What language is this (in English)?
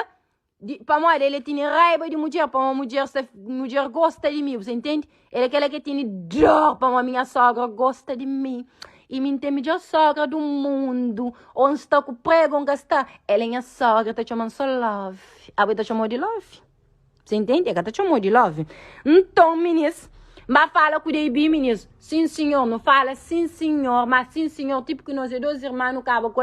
Kabuverdianu